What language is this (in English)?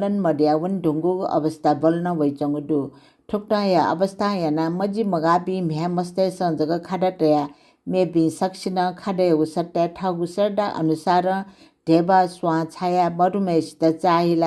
Newari